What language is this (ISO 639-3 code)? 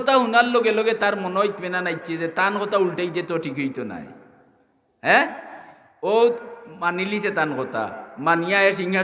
syl